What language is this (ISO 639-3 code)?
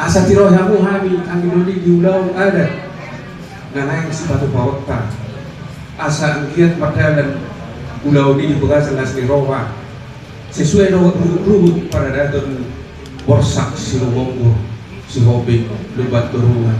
bbc